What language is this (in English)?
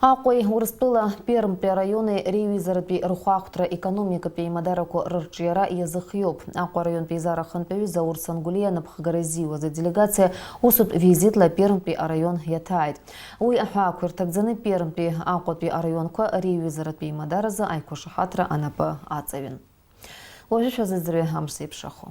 Abkhazian